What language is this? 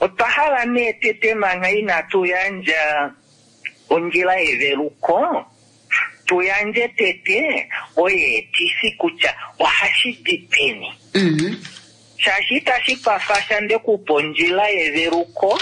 Kuanyama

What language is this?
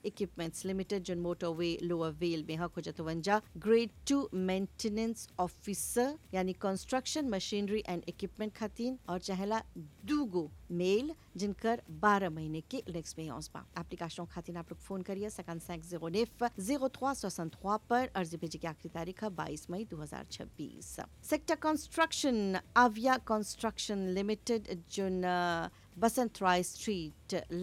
Bhojpuri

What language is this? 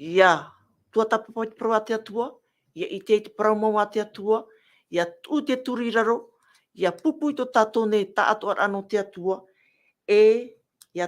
Tahitian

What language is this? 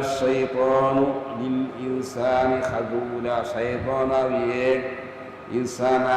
Divehi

